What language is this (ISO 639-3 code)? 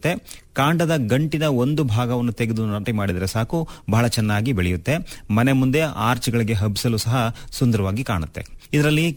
kan